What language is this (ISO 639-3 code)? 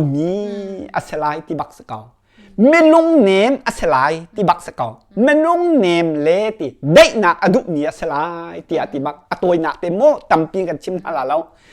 cnh